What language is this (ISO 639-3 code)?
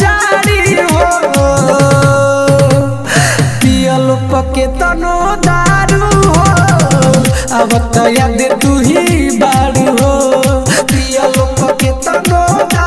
bho